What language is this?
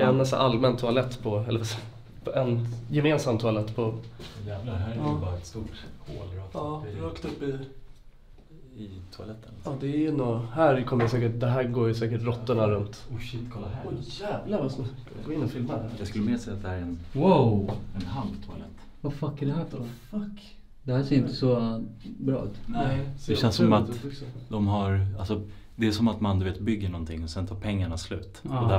Swedish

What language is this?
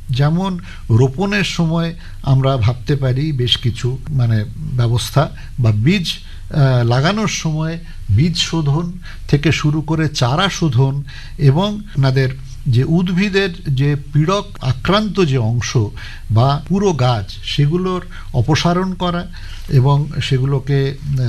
Bangla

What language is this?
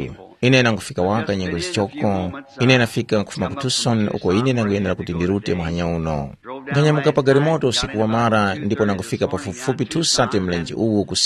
Tumbuka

